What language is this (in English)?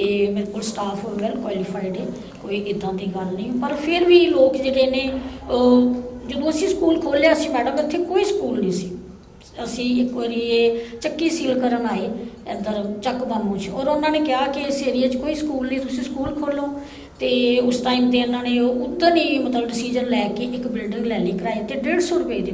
Punjabi